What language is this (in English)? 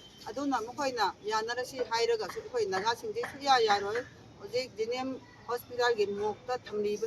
Manipuri